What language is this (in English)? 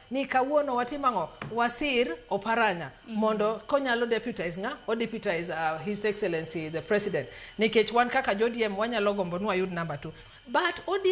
Luo (Kenya and Tanzania)